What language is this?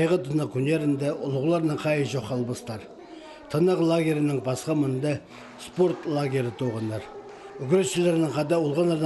Khakas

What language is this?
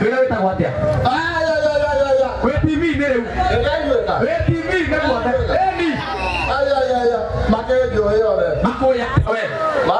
Kikuyu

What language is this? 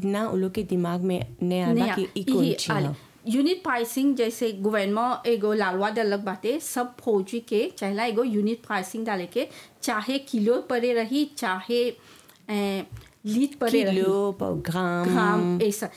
Bhojpuri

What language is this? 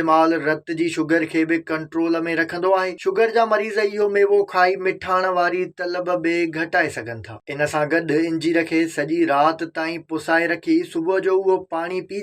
Sindhi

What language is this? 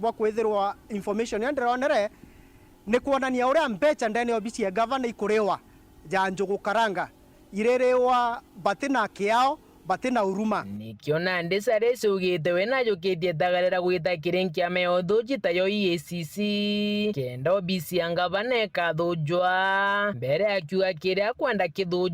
Meru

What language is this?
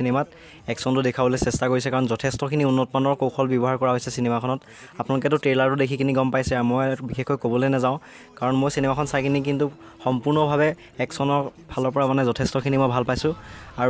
Assamese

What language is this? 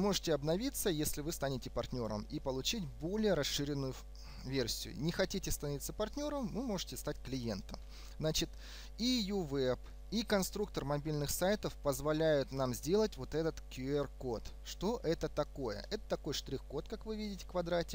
Russian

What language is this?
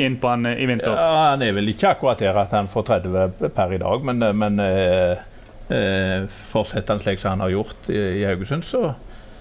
Norwegian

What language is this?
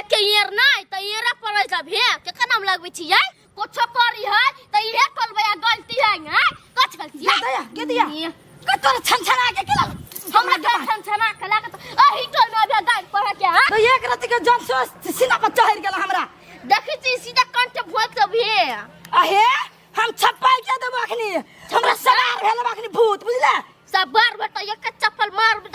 Maithili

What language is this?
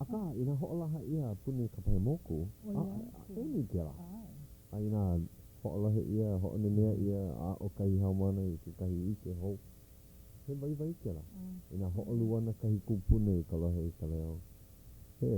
Hawaiian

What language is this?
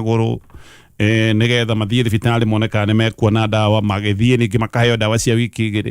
Kikuyu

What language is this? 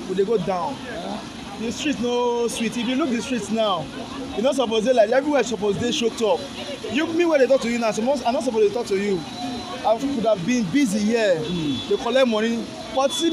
Nigerian Pidgin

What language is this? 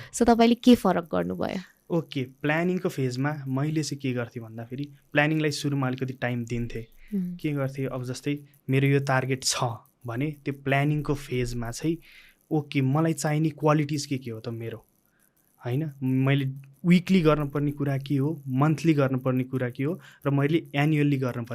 Nepali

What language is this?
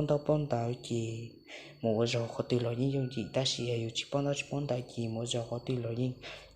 Hmong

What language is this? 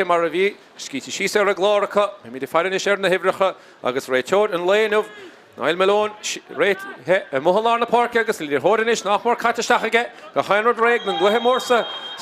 Irish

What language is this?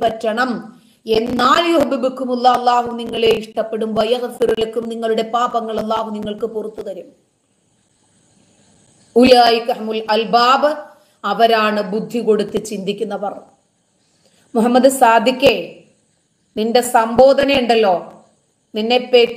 Malayalam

